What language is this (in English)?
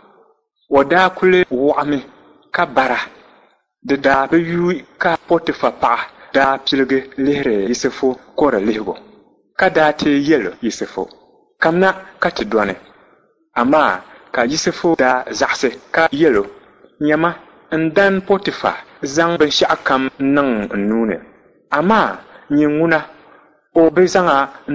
Dagbani